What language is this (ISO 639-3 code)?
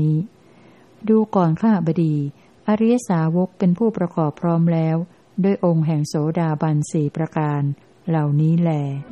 tha